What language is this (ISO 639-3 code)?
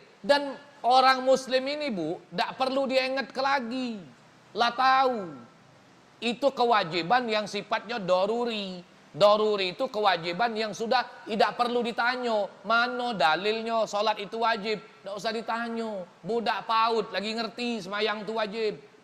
mui